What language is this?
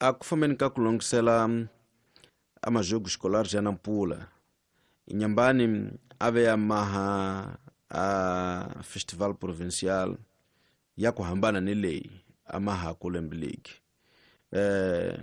Tsonga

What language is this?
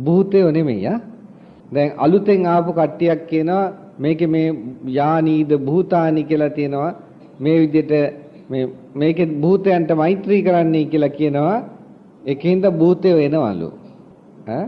Sinhala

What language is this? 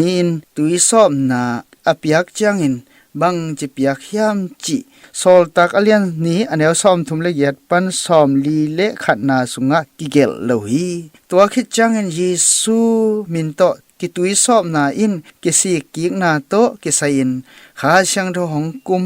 Tedim Chin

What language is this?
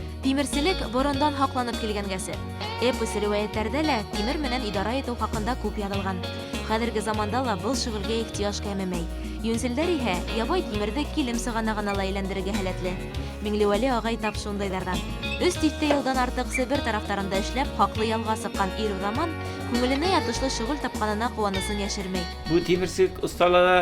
Bashkir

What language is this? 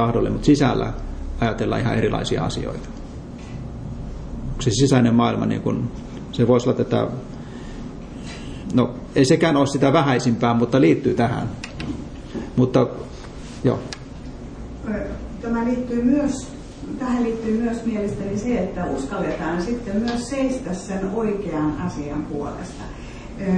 Finnish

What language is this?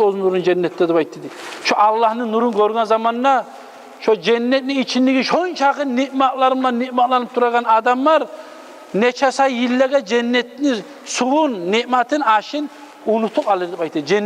Kumyk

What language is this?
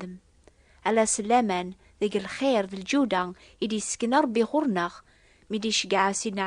Kabyle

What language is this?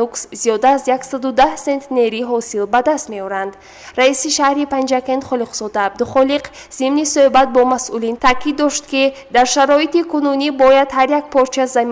Tajik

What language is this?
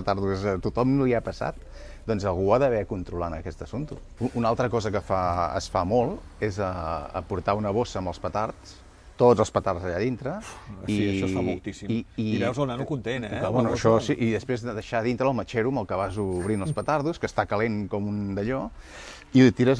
Catalan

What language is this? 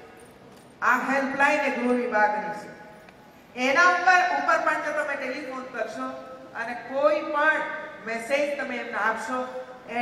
Gujarati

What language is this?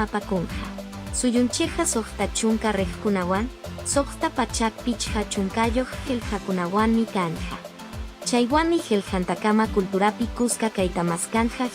Quechua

